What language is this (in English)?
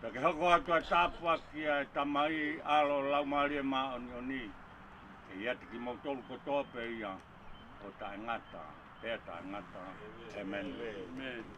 Tongan